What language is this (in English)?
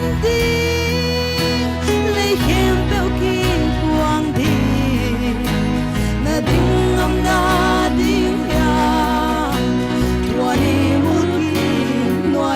Paite Chin